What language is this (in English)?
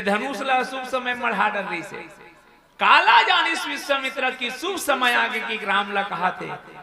Chhattisgarhi